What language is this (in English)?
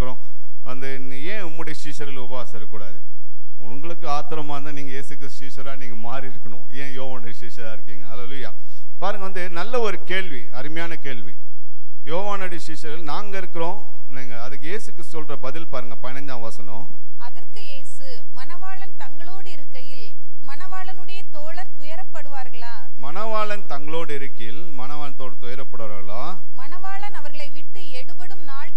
Tamil